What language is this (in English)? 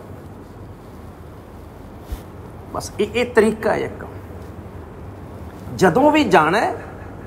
Punjabi